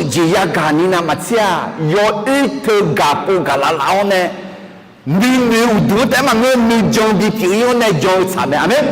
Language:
Akha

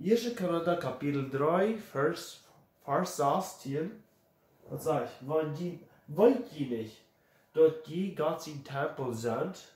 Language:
Plautdietsch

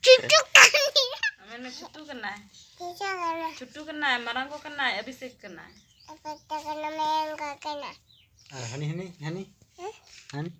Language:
Santali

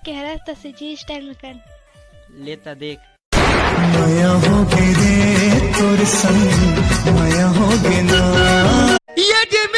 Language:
Chhattisgarhi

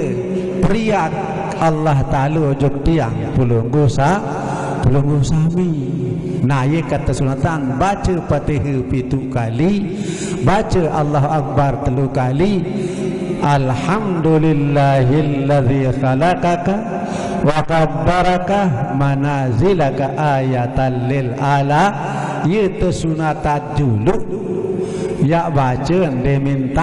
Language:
Sasak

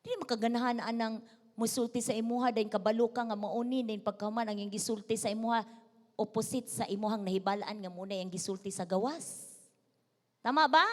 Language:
Cebuano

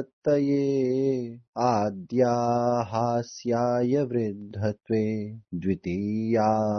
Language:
Sanskrit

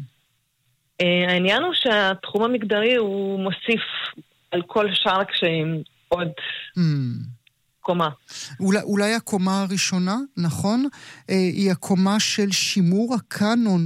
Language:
Hebrew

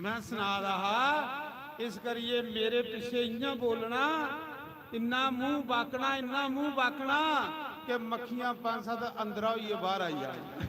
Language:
Dogri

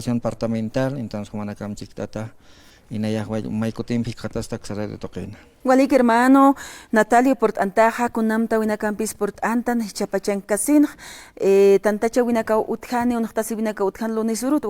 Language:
Aymara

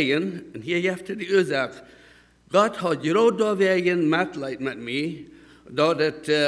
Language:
Plautdietsch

